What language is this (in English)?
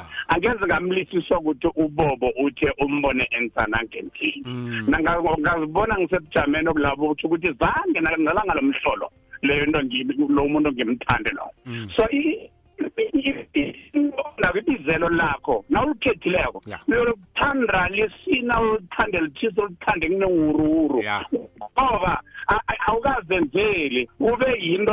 South Ndebele